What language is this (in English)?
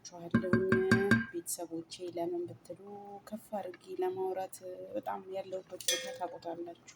Amharic